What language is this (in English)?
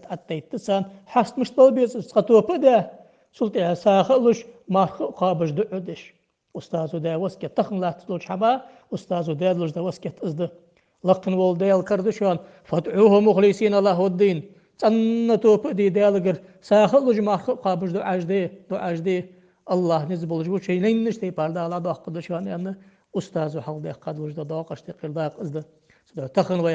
Ingush